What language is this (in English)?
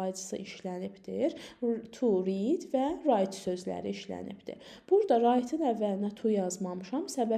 Azerbaijani